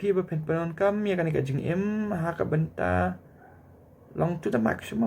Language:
Khasi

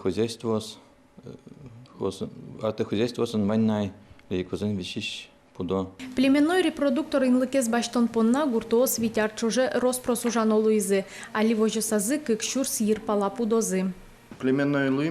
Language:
Udmurt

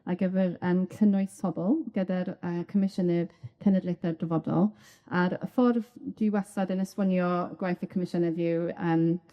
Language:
Welsh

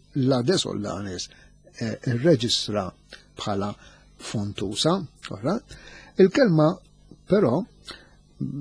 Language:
Maltese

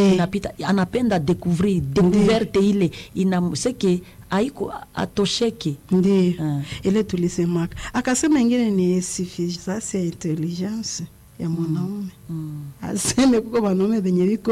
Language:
Swahili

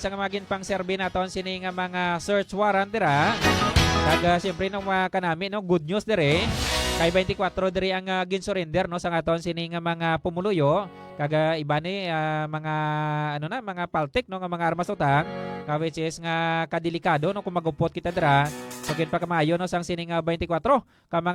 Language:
Hiligaynon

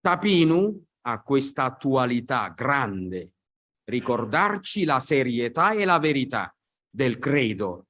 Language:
Italian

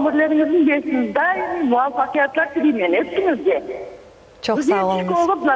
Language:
Crimean Tatar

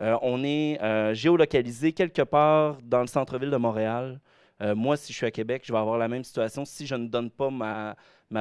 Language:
French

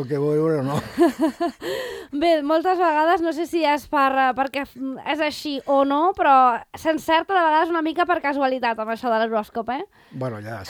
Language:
Catalan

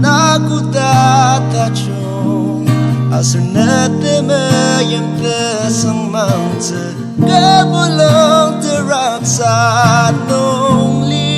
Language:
Ao Naga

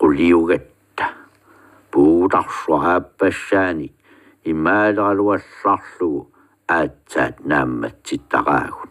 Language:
Kalaallisut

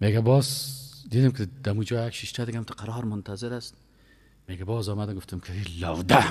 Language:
Persian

